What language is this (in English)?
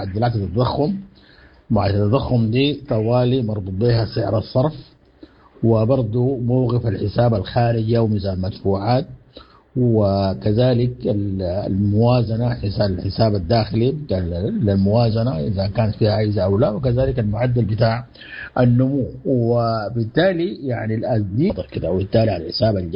Sudanese Arabic